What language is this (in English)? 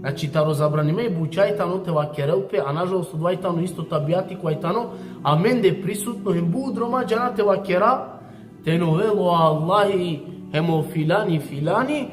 Balkan Romani